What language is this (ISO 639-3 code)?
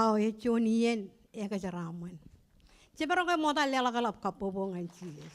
mah